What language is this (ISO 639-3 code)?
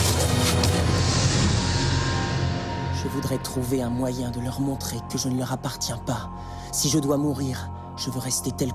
fra